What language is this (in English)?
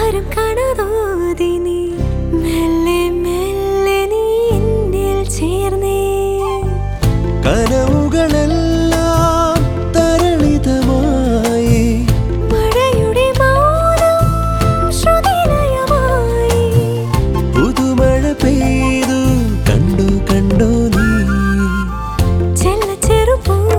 Malayalam